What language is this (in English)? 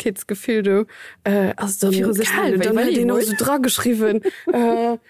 Luxembourgish